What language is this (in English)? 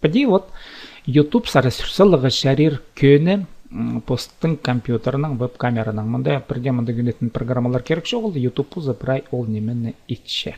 Khakas